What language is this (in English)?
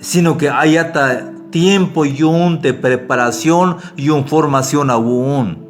Tzeltal